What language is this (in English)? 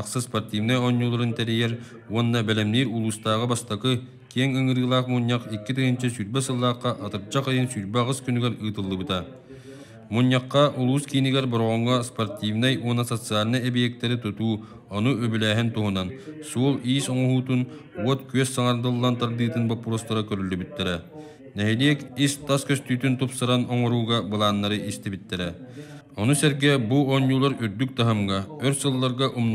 Yakut